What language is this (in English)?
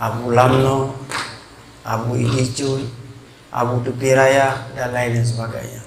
Achinese